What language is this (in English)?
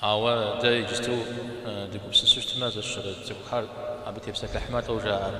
Kabardian